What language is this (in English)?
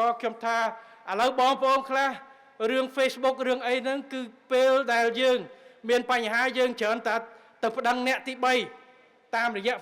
Khmer